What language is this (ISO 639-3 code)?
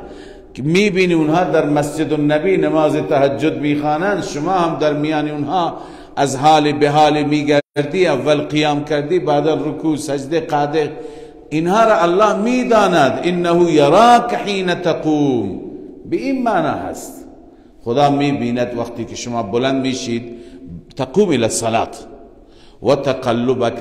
fas